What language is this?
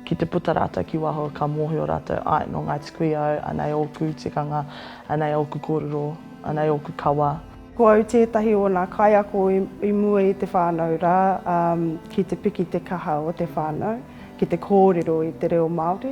Māori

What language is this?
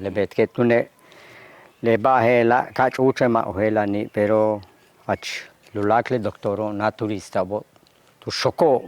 Yucateco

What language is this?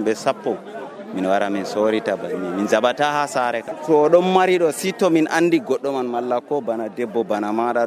Nigerian Fulfulde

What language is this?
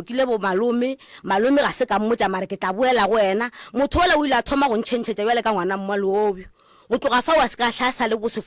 Northern Sotho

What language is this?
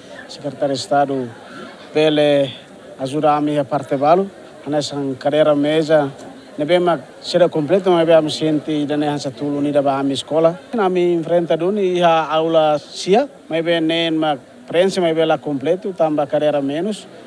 Tetum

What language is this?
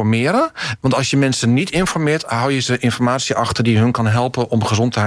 Dutch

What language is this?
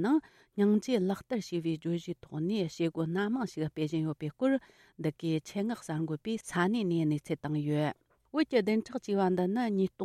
Tibetan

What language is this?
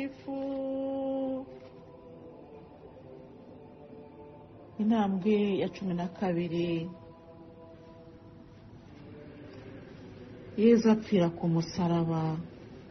Kinyarwanda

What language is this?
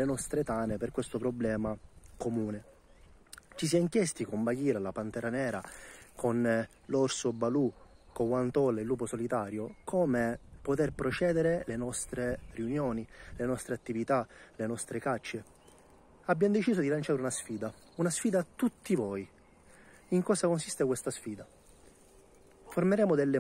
Italian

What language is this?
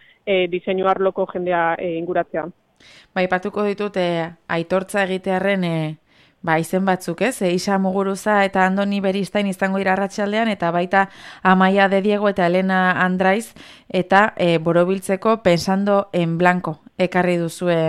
Basque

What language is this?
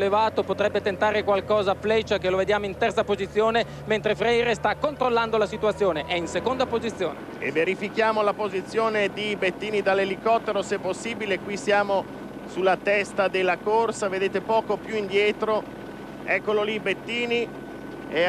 Italian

